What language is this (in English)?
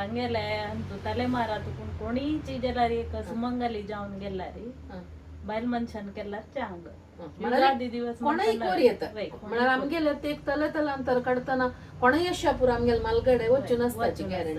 Konkani